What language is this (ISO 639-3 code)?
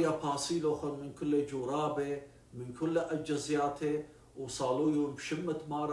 aii